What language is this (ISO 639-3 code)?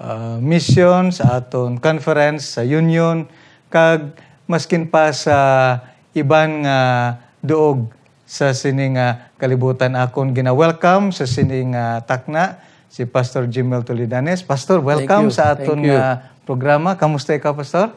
hil